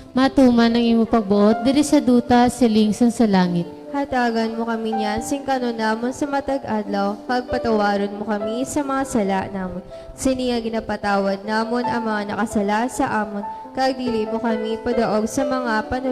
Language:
Hiligaynon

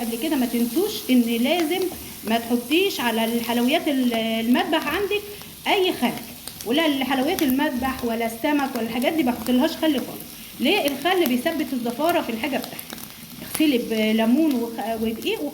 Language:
Egyptian Arabic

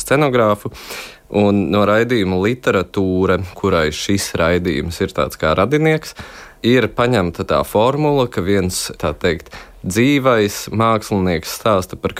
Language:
Latvian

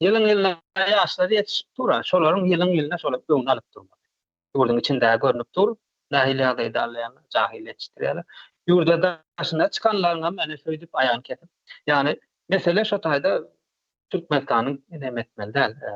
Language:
Turkmen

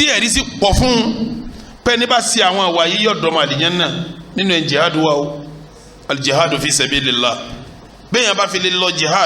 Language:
Yoruba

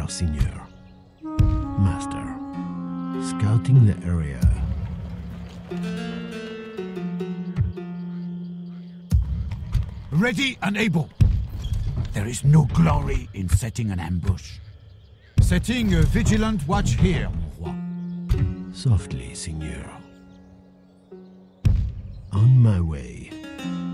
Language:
English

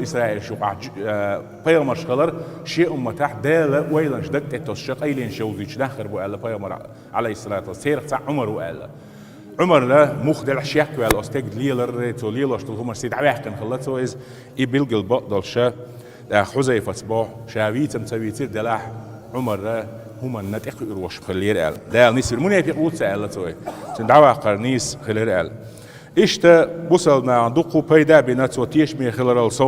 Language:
Chechen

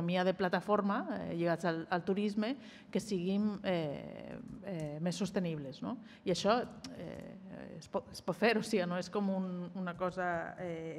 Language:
Catalan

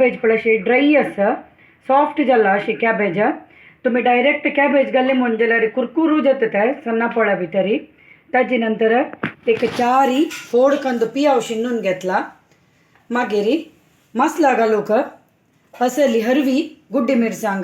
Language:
Konkani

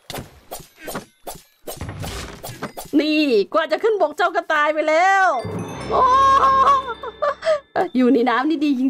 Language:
Thai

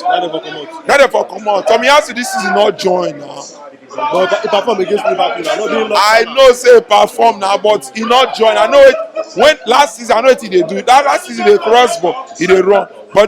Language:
Nigerian Pidgin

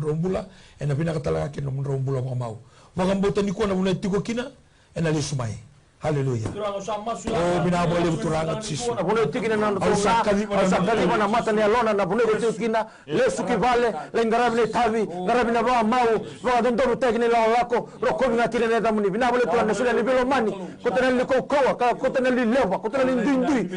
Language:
Fijian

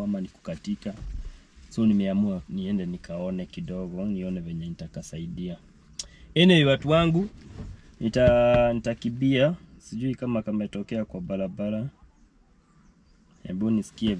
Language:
Swahili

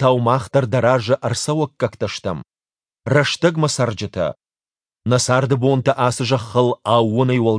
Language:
Ossetic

